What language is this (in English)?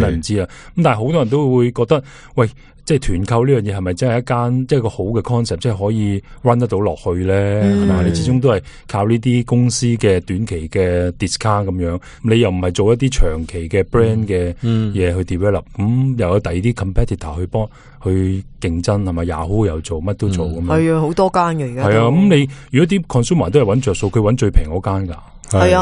Cantonese